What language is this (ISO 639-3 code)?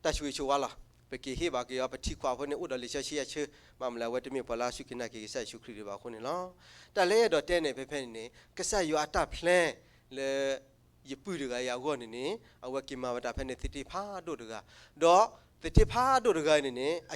ksw